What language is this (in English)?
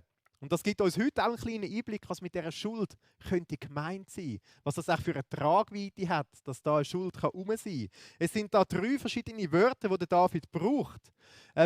Swiss German